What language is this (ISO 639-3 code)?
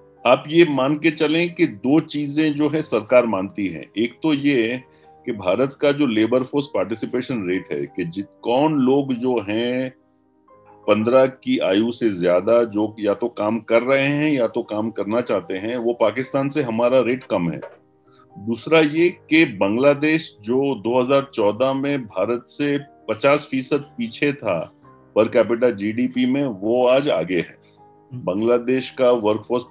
hin